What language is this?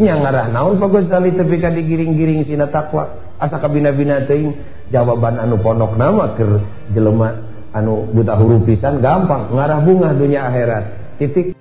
Sundanese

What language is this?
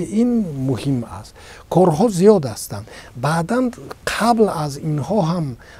Tajik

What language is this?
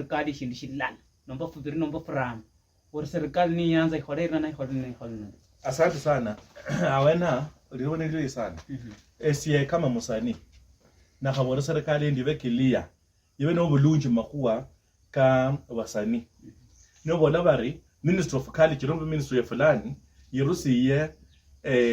Luyia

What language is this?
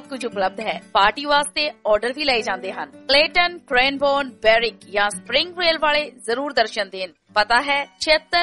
Punjabi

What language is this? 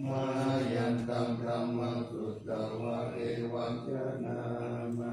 Pali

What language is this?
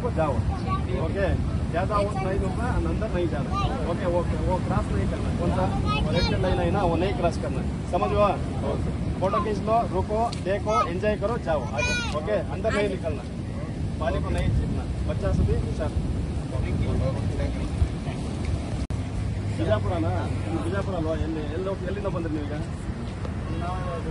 Kannada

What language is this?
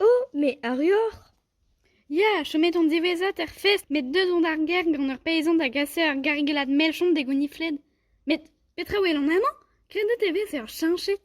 Breton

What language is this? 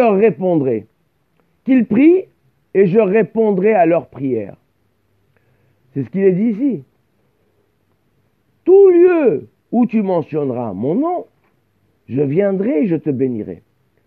French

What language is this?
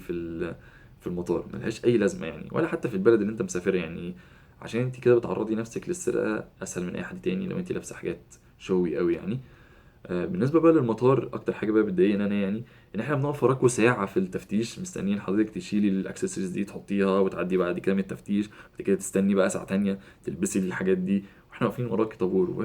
Egyptian Arabic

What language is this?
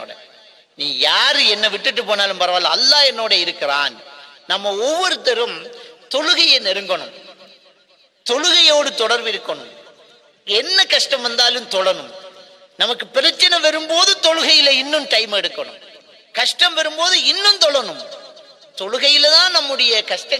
Tamil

